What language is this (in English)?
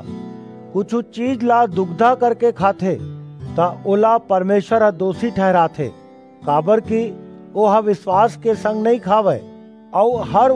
Chhattisgarhi